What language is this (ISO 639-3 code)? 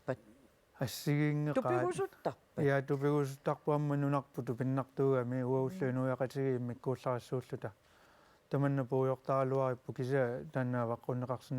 kal